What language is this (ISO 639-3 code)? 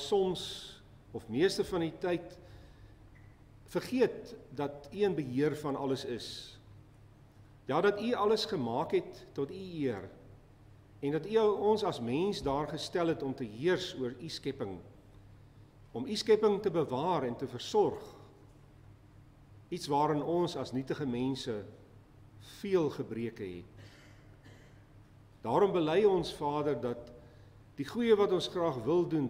afr